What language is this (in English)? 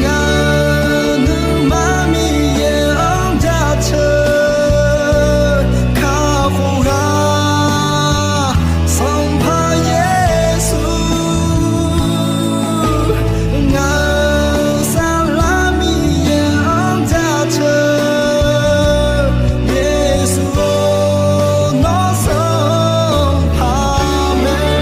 Akha